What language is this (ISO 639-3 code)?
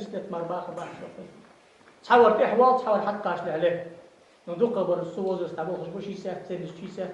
inh